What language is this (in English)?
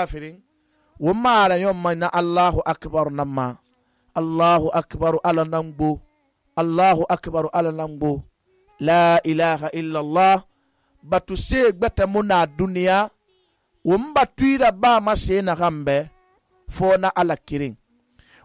Susu